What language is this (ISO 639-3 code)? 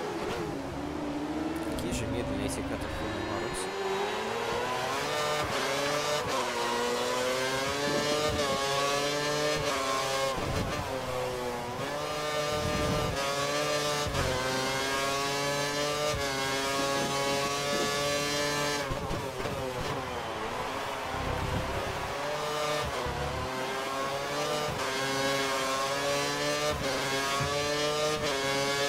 rus